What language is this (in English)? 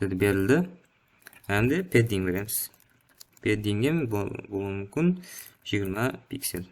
Kara-Kalpak